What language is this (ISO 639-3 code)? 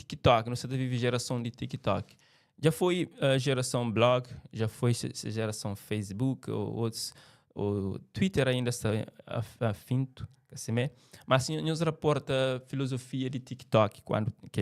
kea